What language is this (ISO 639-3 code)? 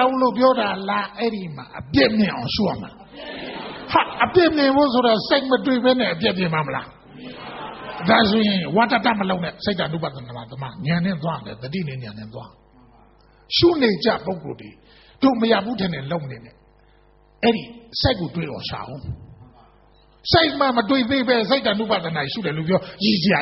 mya